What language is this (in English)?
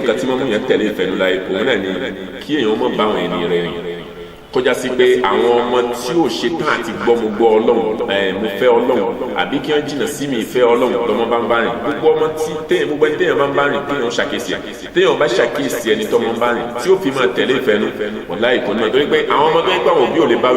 Yoruba